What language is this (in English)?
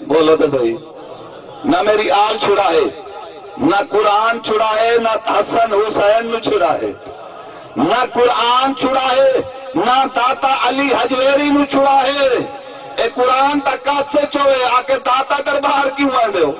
Saraiki